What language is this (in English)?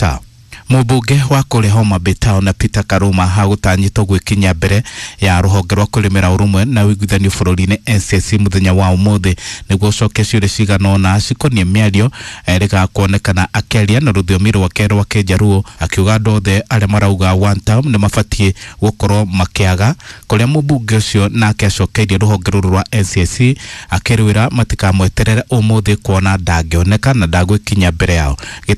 Kikuyu